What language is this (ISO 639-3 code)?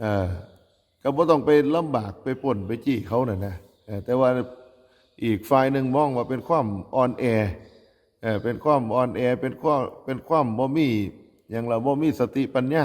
tts